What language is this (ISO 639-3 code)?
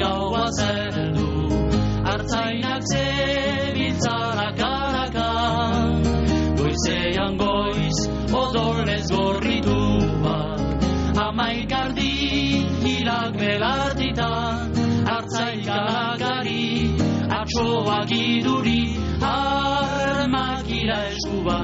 eus